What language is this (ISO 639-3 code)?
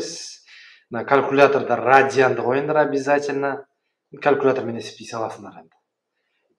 kaz